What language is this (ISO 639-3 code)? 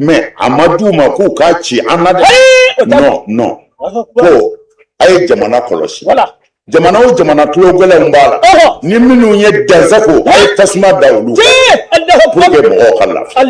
bam